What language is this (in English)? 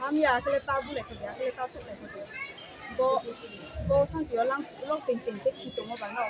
Riang (India)